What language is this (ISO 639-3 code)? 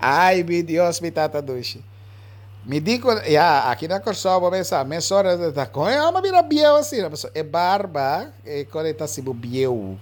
pap